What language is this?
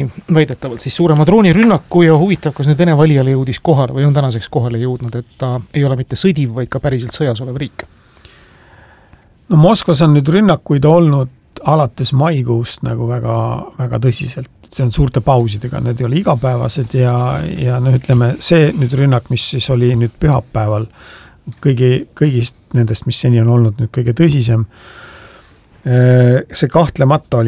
Estonian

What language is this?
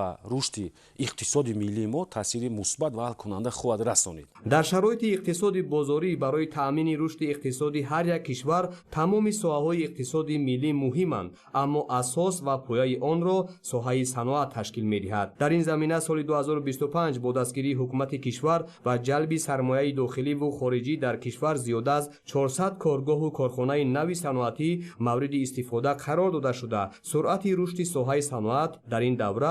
Tajik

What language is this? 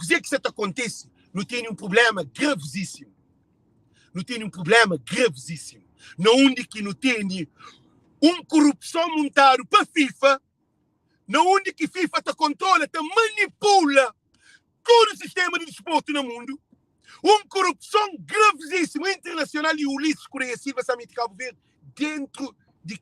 Kabuverdianu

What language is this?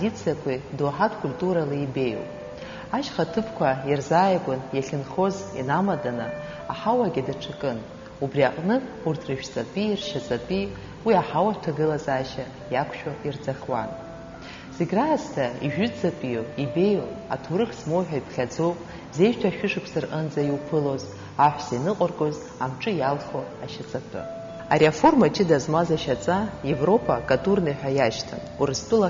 Abkhazian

